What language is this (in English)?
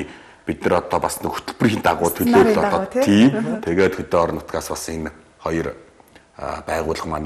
Mongolian